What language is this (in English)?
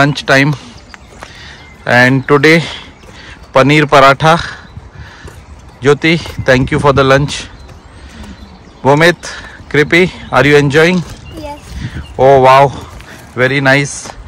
Hindi